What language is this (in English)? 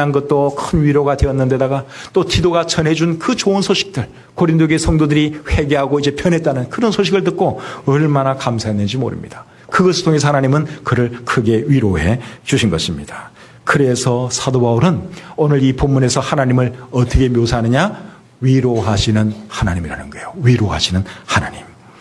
Korean